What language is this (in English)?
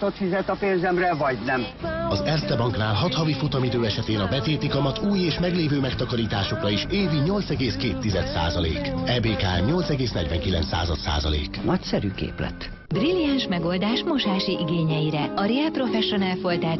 Hungarian